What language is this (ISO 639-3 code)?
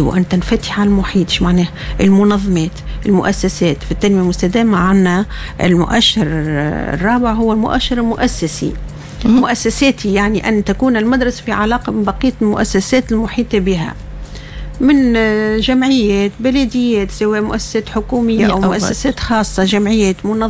aeb